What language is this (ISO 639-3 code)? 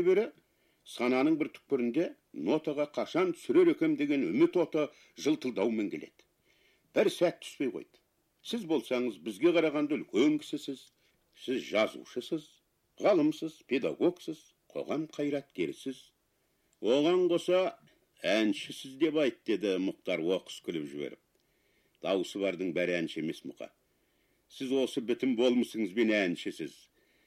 kaz